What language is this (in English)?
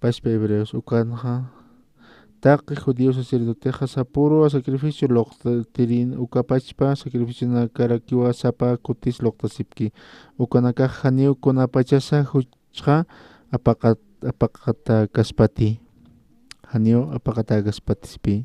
Aymara